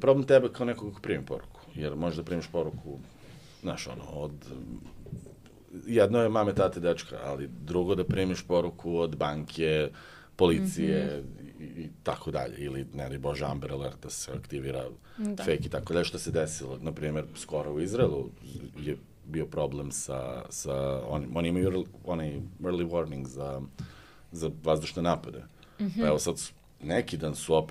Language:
Serbian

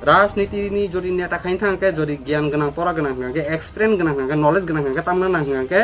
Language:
Kok Borok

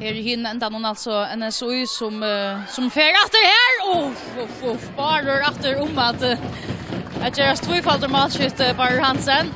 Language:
Faroese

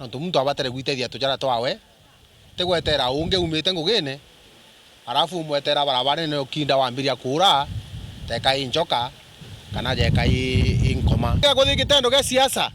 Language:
Meru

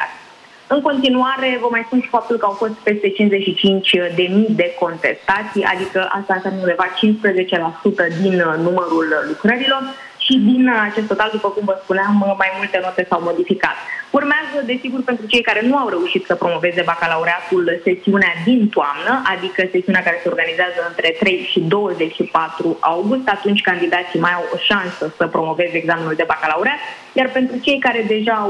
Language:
Romanian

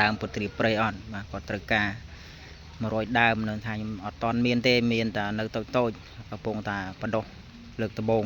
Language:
Khmer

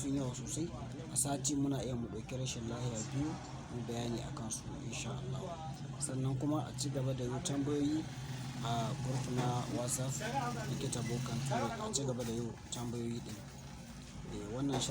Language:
Hausa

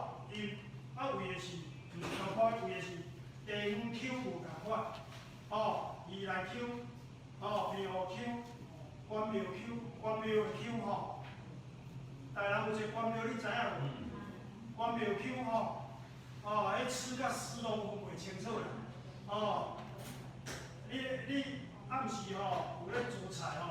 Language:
Min Nan Chinese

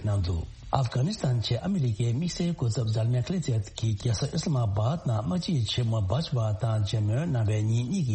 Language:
Tibetan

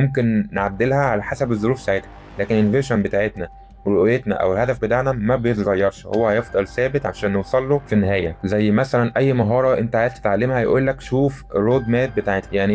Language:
Egyptian Arabic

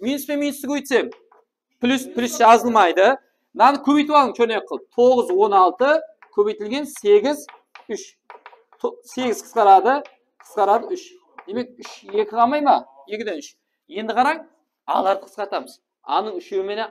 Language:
Kara-Kalpak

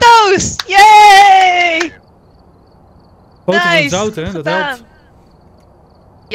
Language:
Dutch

